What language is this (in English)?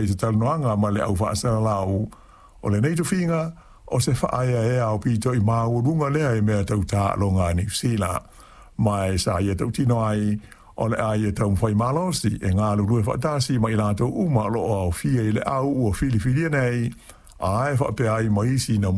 Samoan